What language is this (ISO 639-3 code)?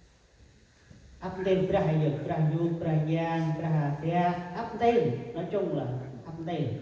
cmo